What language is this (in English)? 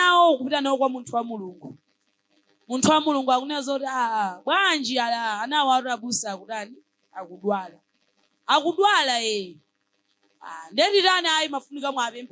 Nyanja